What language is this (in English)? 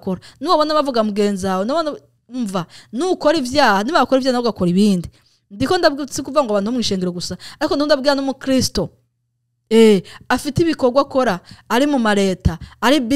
Rundi